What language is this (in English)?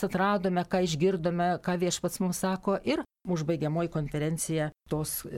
Lithuanian